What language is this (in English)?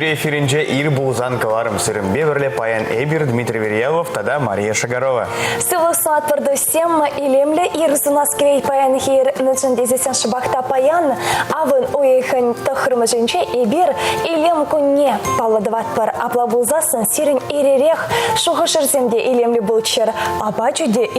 Chuvash